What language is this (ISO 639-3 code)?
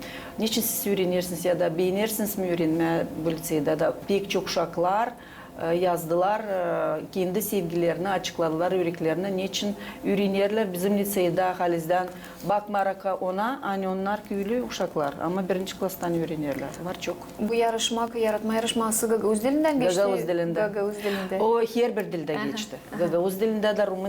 gag